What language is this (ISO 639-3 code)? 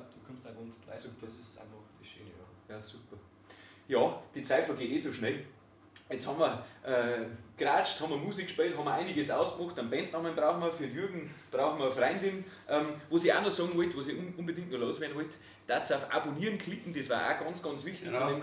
bar